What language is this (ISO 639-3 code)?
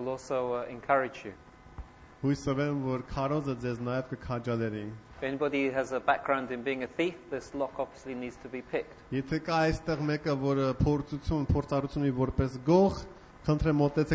hye